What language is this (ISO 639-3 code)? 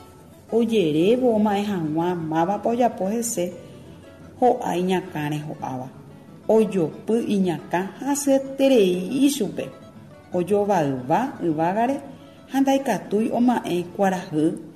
grn